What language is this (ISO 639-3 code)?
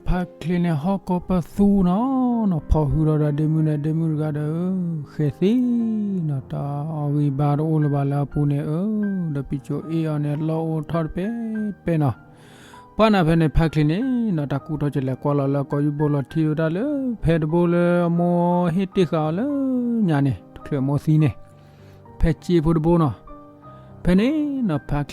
ksw